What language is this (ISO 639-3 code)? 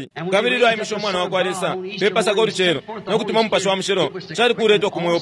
bem